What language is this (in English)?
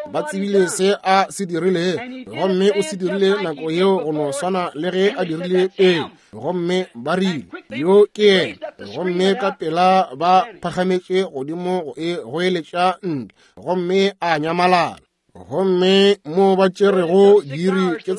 Northern Sotho